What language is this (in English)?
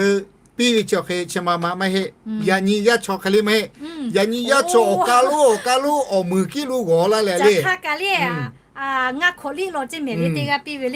Lahu